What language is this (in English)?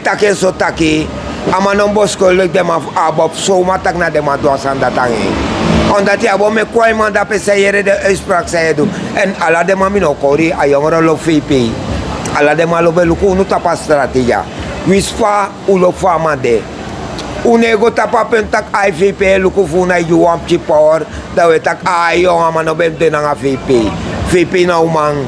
Sranan Tongo